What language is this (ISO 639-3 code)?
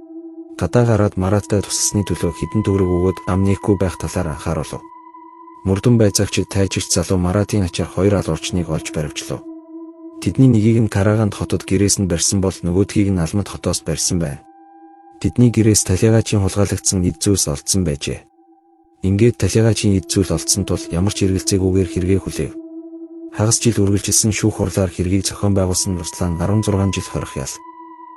mon